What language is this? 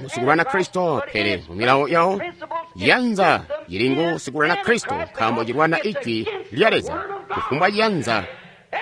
Tonga (Zambia)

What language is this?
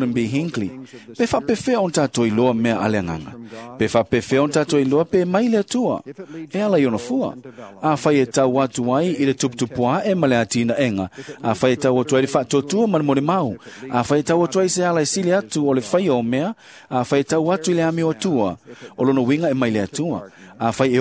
Samoan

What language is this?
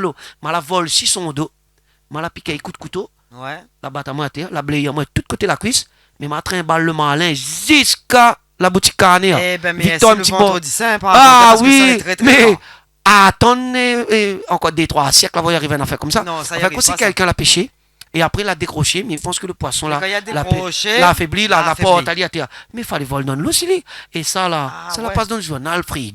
Réunion Creole French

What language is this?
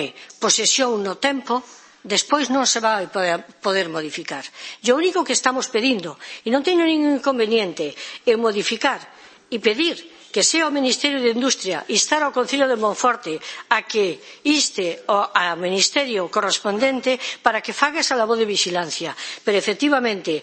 Galician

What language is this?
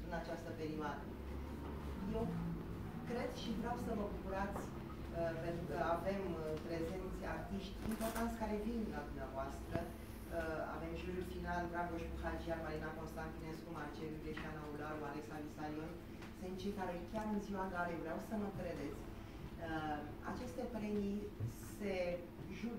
Romanian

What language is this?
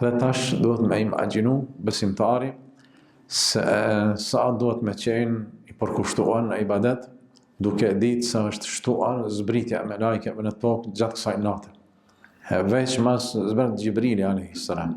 Albanian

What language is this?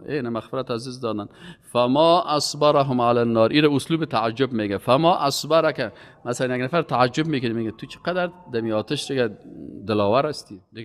Persian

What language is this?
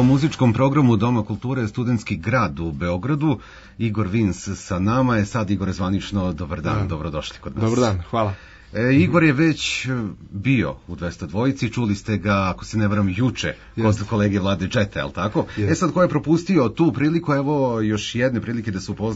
Serbian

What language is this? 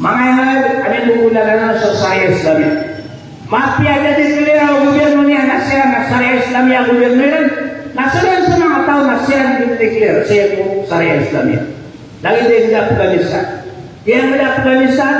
Maranao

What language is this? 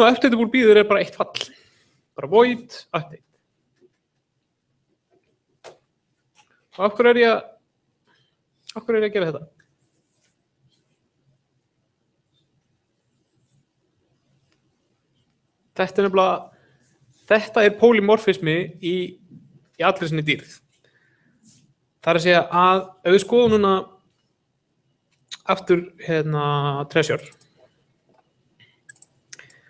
Icelandic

